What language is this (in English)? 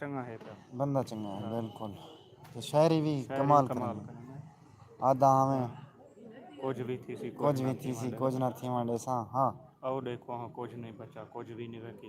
Saraiki